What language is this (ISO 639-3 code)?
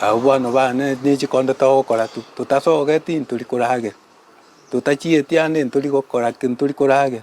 guz